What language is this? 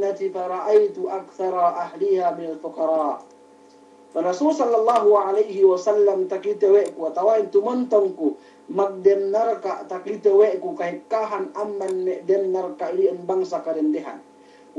Yakan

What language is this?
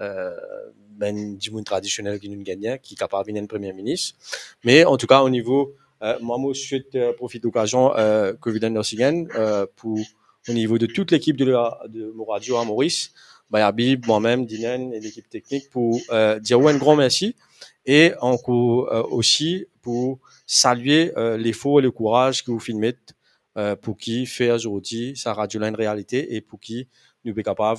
Morisyen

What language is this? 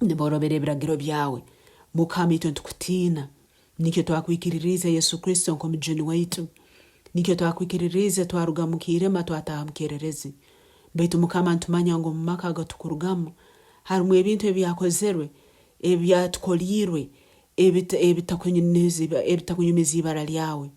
Nyankole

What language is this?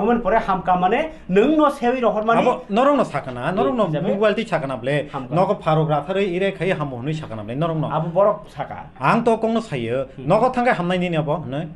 Kok Borok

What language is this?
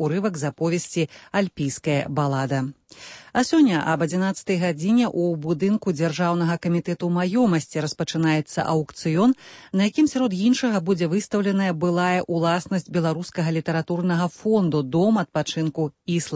Belarusian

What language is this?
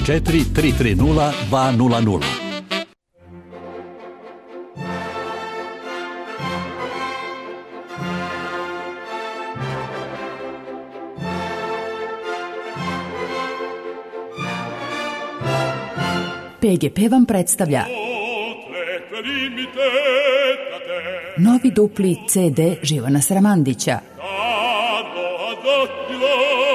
Serbian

